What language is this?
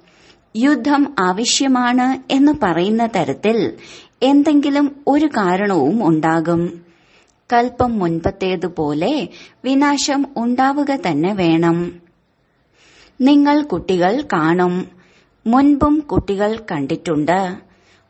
Malayalam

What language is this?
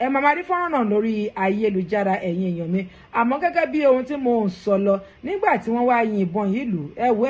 Yoruba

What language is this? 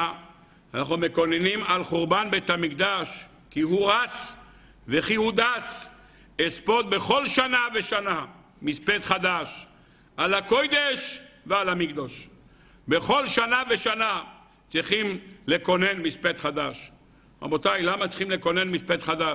Hebrew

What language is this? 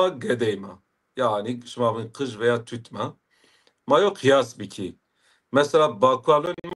Zaza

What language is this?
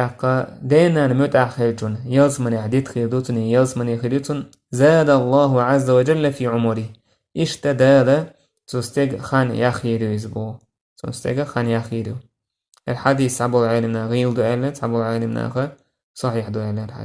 Chechen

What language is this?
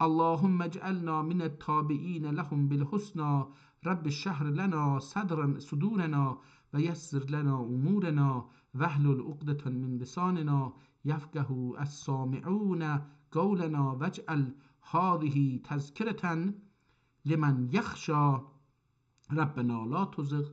South Azerbaijani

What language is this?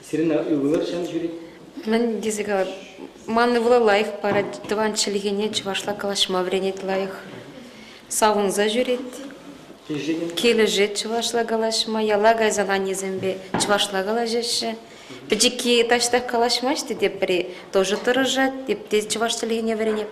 Chuvash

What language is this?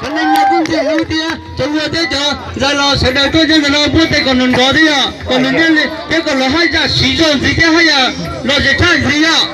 Hmong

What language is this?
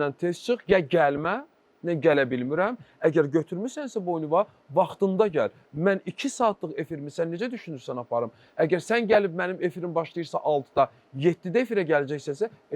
Azerbaijani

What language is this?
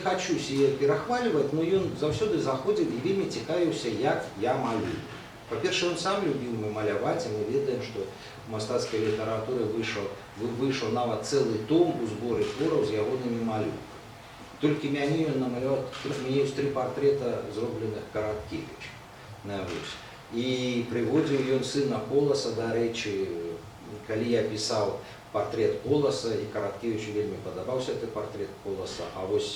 Belarusian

